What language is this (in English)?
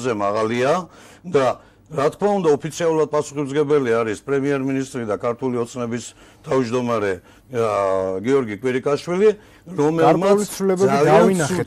Georgian